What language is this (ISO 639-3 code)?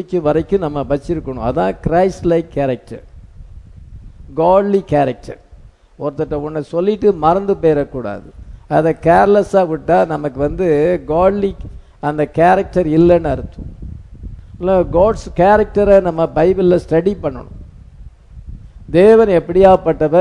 tam